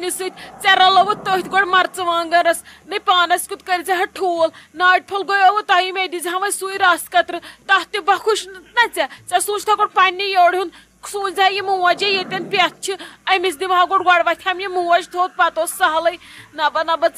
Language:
Kashmiri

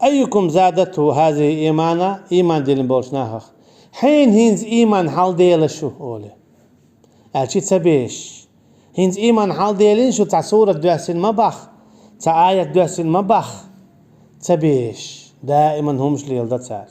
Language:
Chechen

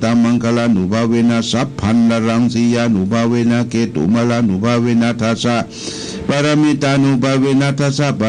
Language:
Pali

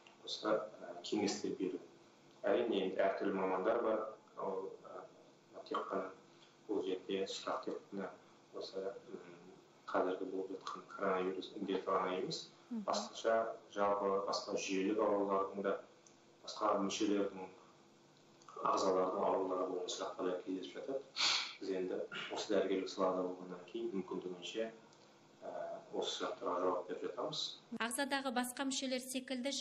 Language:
Kazakh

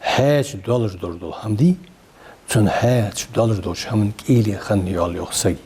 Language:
Ingush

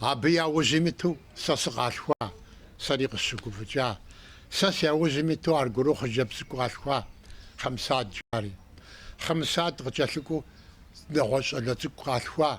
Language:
Kabardian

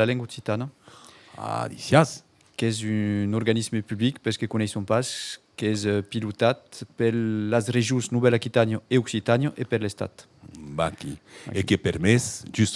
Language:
Occitan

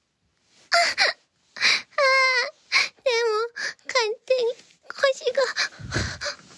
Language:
Japanese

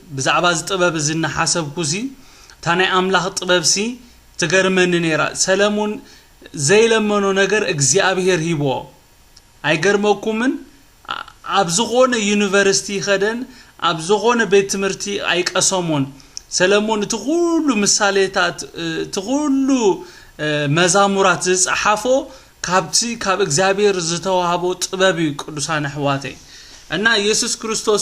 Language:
Tigrinya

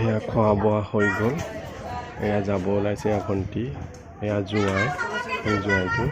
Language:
Assamese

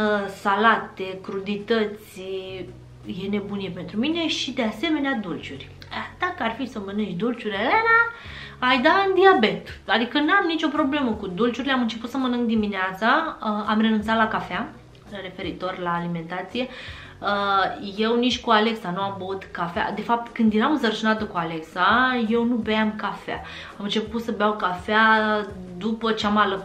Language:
Romanian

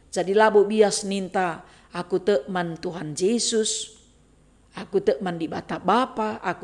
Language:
Batak Karo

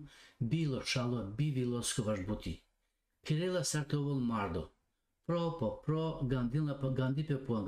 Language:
Balkan Romani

